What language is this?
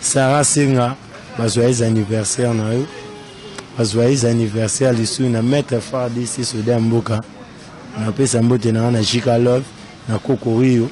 Lingala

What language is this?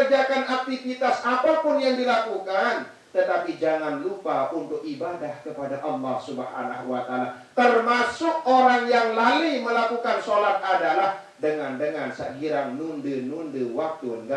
Sasak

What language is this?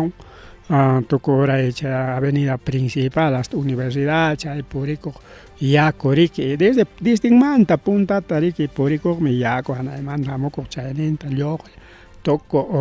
Ayacucho Quechua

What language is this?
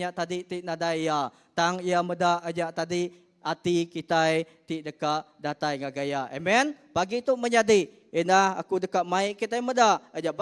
Iban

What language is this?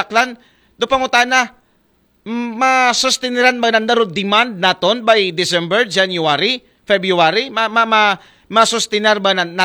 Aklanon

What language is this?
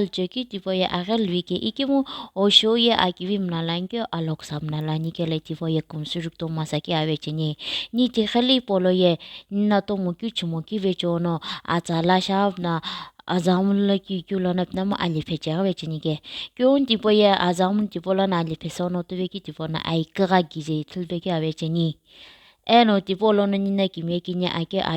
Sumi Naga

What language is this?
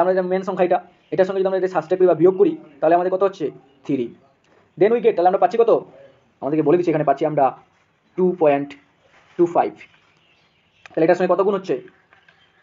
Bangla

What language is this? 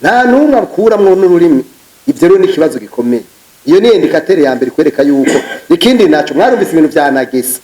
Rundi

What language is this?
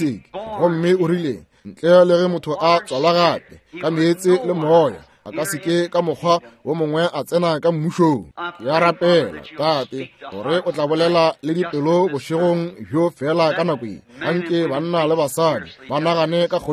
Northern Sotho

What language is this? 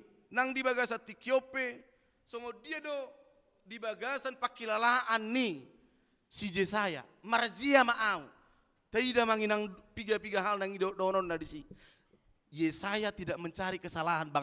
Batak Toba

